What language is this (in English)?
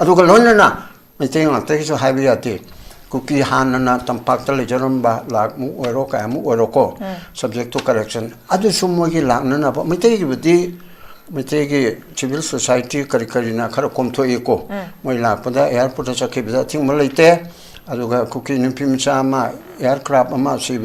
Manipuri